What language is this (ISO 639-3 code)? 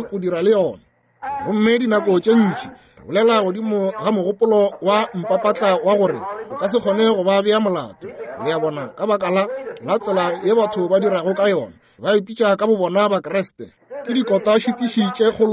nso